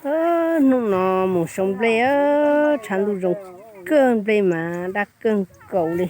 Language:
Hmong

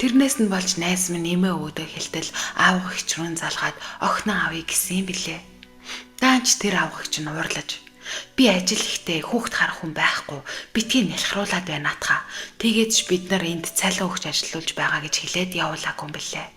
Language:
Mongolian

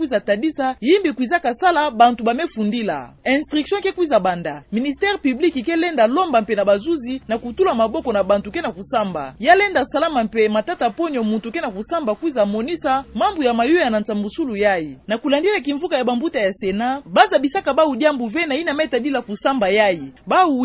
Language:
Kituba (Democratic Republic of Congo)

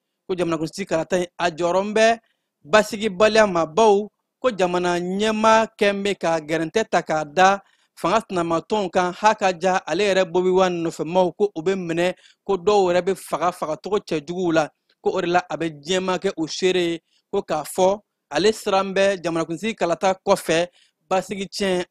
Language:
Bambara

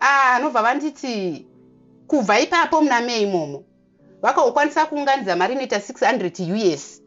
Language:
Shona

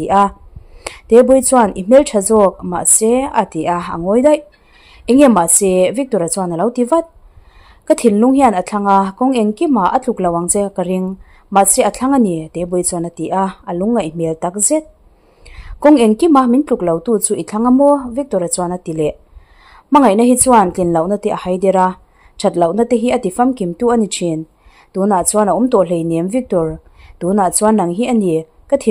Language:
Mizo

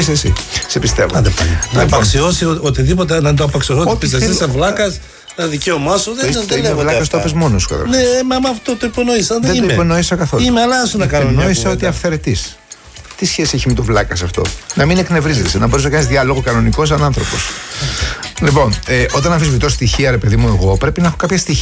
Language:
Greek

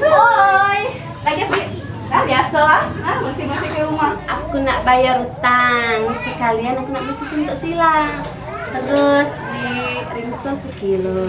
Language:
Musi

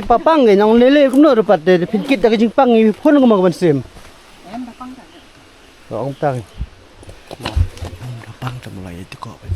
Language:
Khasi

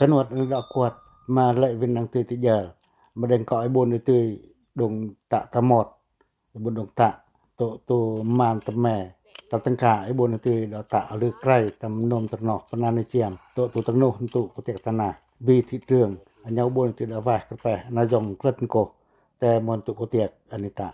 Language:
Pacoh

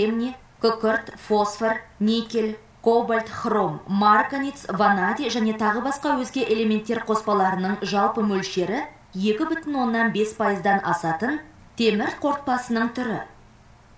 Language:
Kazakh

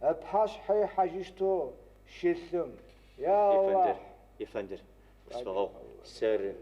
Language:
Adyghe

